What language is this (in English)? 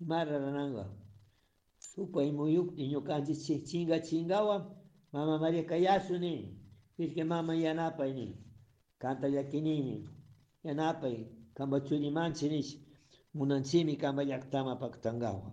Chimborazo Highland Quichua